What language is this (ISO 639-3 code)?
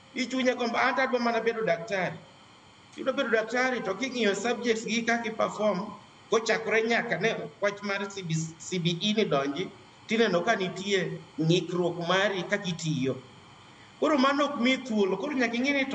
luo